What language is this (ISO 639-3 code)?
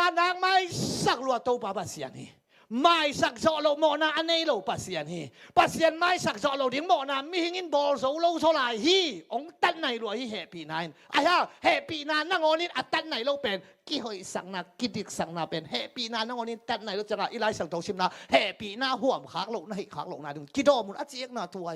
ctd